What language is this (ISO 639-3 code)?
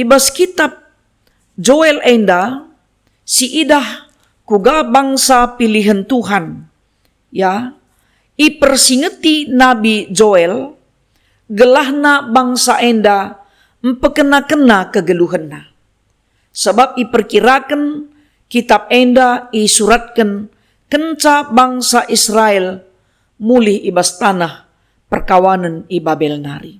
btx